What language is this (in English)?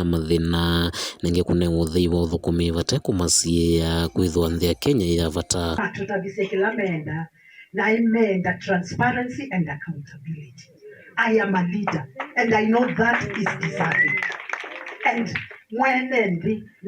Kamba